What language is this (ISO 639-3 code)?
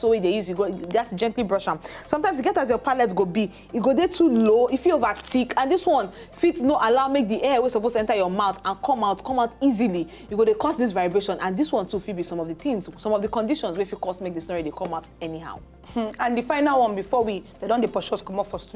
pcm